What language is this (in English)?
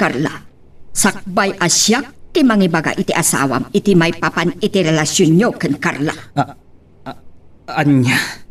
Iloko